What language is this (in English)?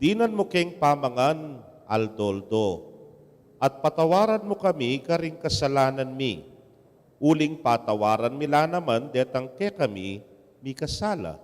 Pampanga